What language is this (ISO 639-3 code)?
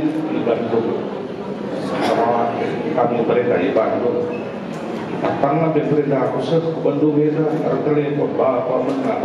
btx